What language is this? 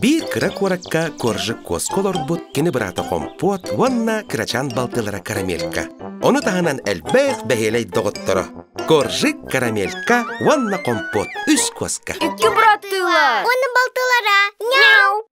Yakut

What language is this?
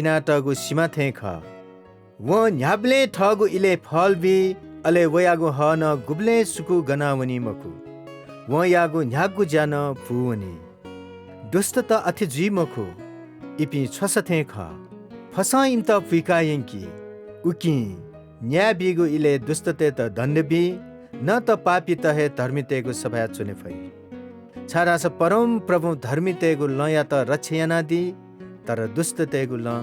Newari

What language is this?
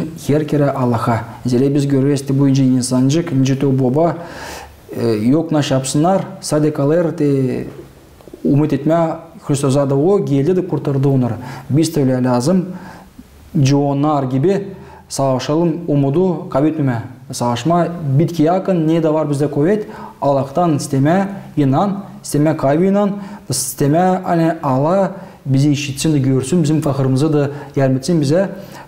Gagauz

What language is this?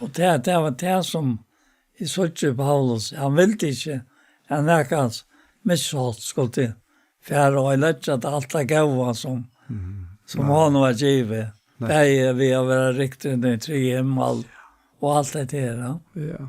Faroese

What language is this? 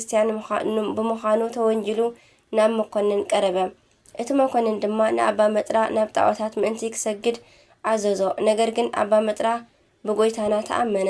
Tigrinya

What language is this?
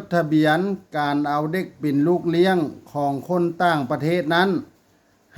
Lao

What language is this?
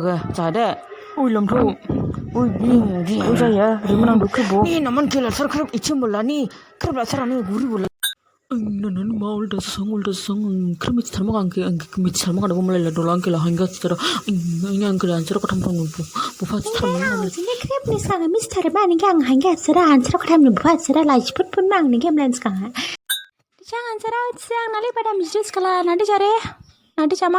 Dimasa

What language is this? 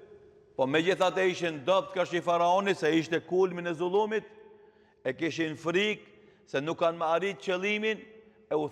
Albanian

